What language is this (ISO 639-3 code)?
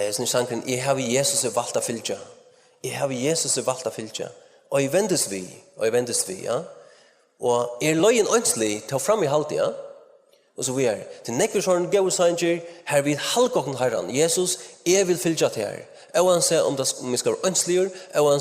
fao